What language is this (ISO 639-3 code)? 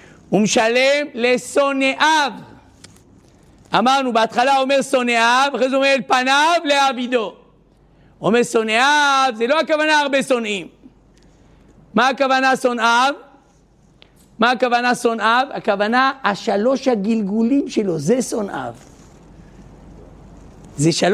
heb